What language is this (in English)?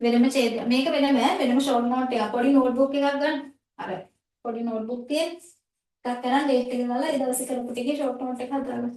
Sinhala